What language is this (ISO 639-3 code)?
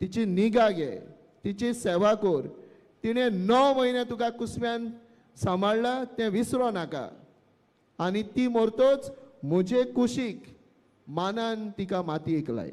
kok